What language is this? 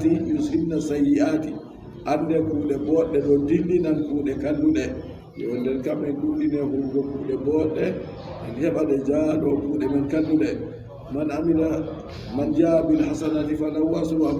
Adamawa Fulfulde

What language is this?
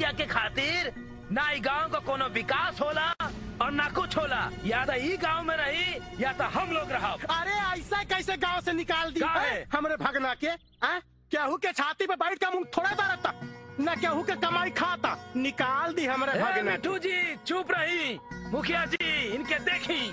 Bhojpuri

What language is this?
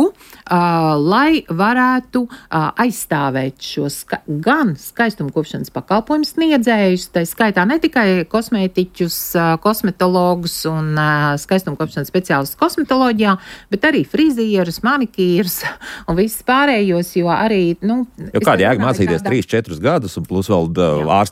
Latvian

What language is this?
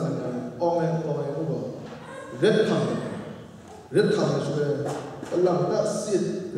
Kachin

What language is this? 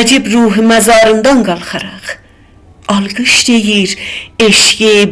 South Azerbaijani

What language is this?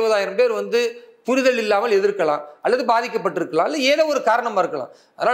Tamil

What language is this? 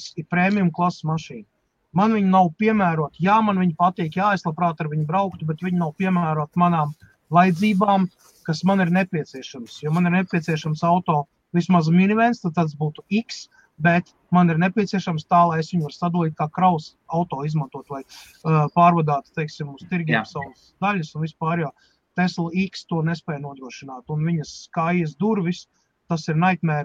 Latvian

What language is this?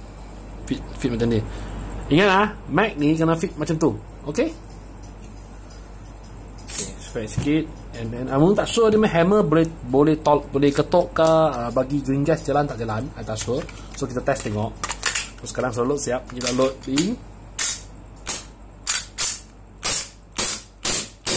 Malay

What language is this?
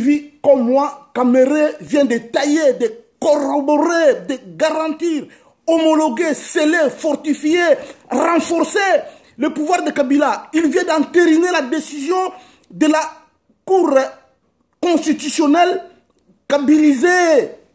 French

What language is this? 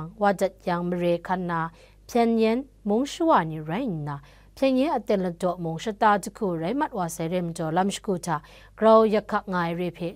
Kachin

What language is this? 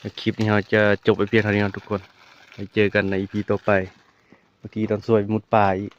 Northeastern Thai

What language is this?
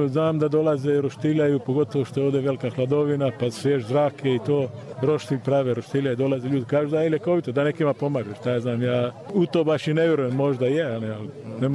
Bosnian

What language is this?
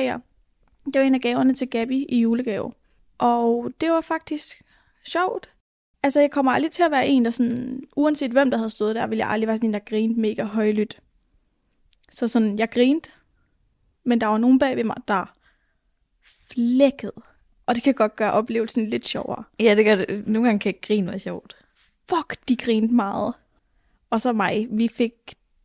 Danish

